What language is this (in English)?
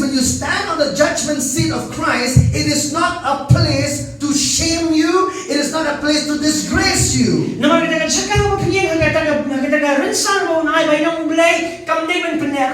Khasi